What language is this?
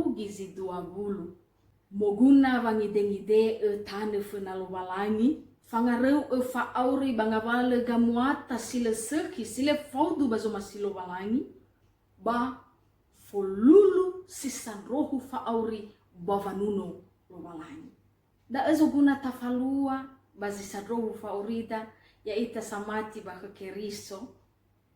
Nias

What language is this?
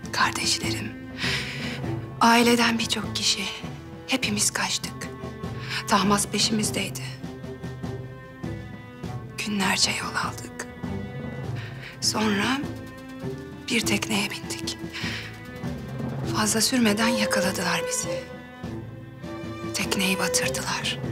Turkish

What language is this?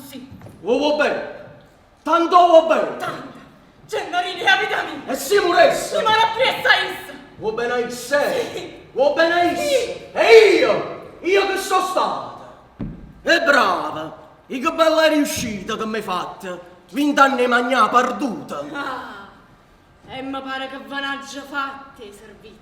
Neapolitan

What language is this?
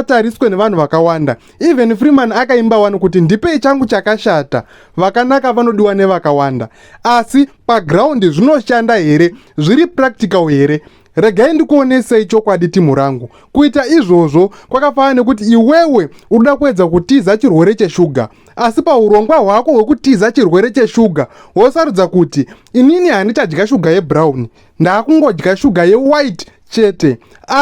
Shona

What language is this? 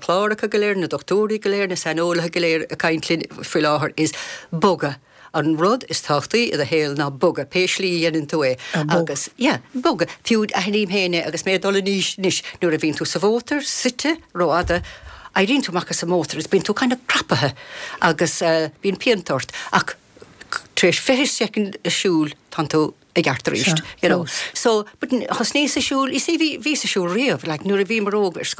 Irish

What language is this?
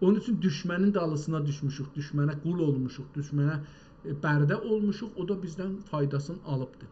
South Azerbaijani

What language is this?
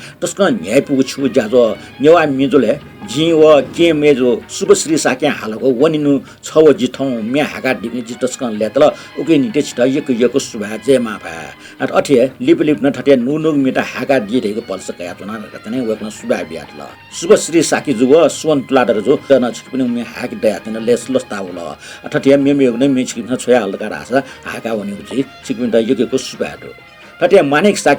Newari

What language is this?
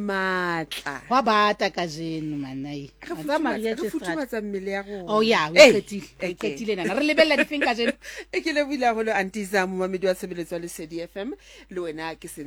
Southern Sotho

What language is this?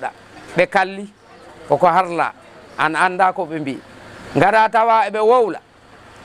Fula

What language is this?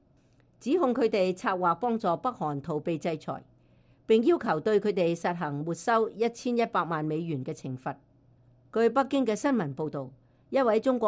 Cantonese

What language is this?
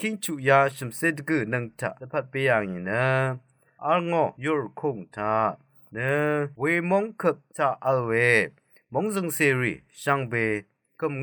Rawang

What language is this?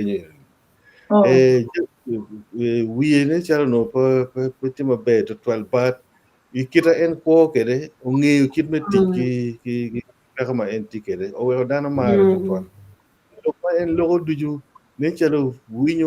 Acoli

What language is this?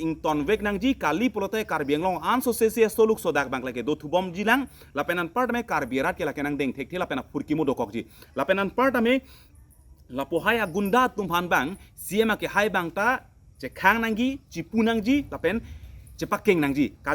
Karbi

